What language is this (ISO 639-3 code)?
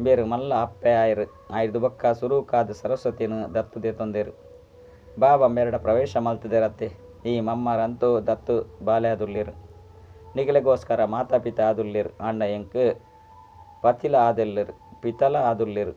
tcy